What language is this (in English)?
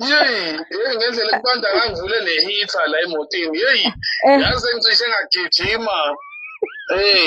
Zulu